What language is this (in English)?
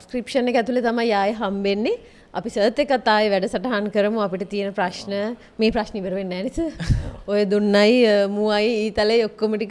Sinhala